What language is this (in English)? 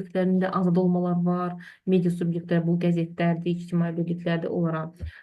Azerbaijani